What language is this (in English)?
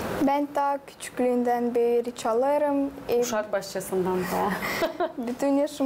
Gagauz